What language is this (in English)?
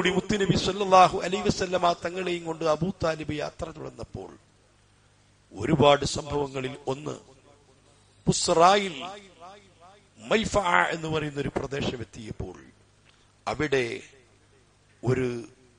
Malayalam